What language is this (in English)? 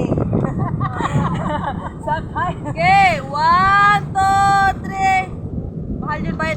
Cebuano